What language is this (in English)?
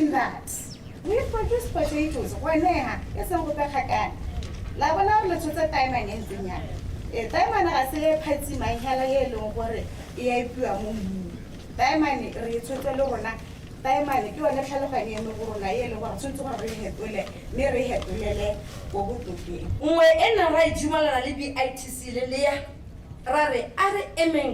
Tswana